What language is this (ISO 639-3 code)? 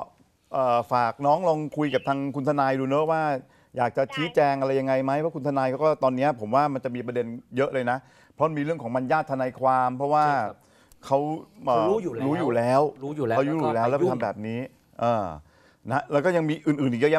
tha